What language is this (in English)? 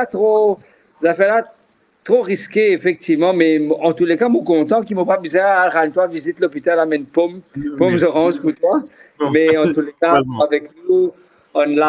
Morisyen